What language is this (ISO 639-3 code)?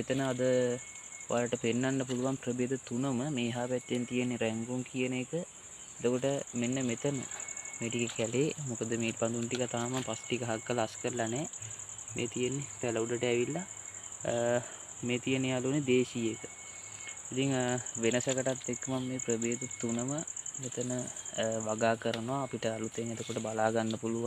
sin